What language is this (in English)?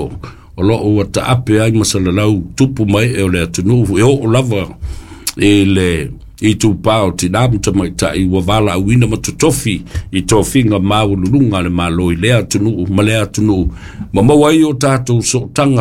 Samoan